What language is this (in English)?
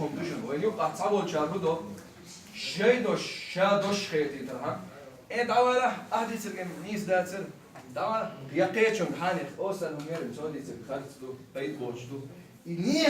Chechen